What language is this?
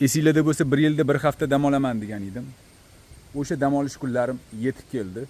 Uzbek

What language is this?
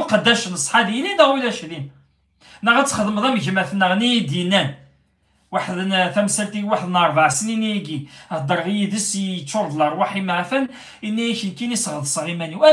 Kabyle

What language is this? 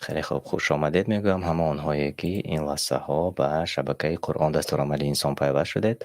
Tajik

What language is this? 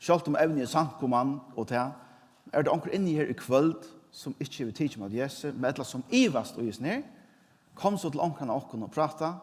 Faroese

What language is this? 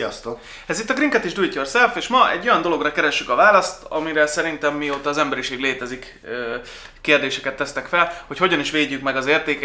Hungarian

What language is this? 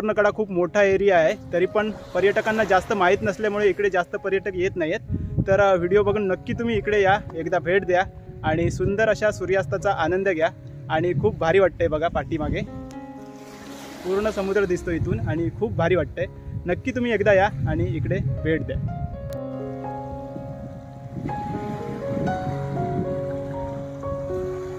Marathi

